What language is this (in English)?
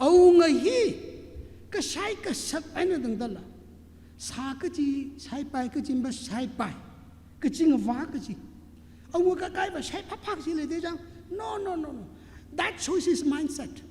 Tangkhul Naga (India)